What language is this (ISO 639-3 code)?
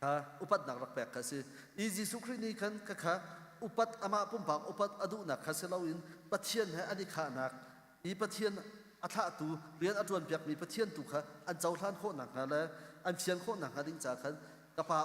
cnh